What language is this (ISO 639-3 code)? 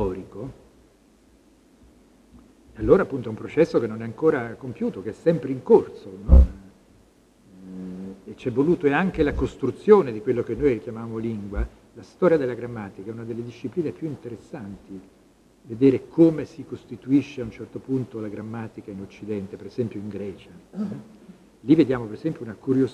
ita